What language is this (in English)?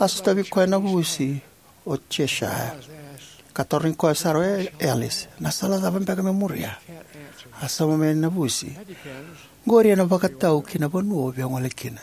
Fijian